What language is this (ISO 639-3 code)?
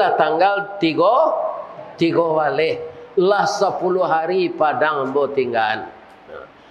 min